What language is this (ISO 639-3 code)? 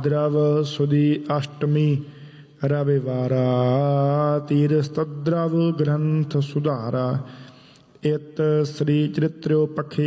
pan